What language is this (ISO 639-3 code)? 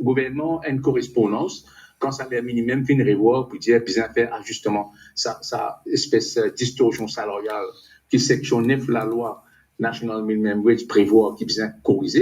mfe